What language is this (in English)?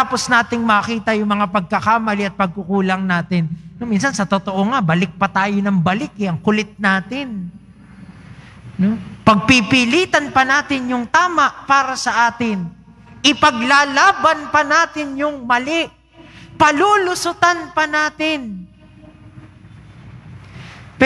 Filipino